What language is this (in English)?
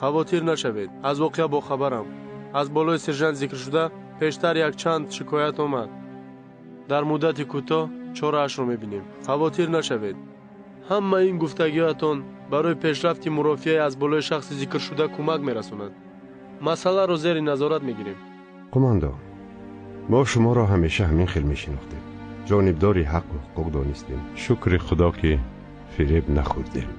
Tajik